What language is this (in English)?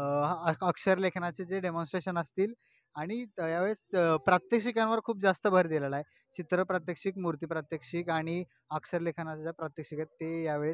Marathi